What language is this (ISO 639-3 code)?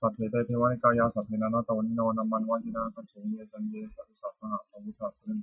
pli